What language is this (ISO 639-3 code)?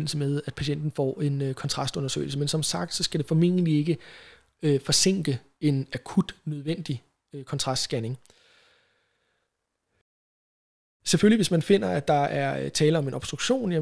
dan